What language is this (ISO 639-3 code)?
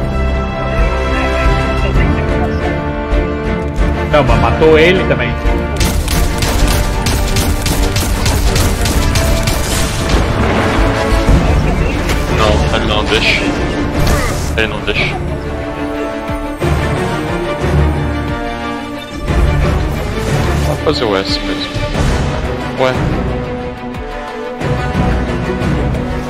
por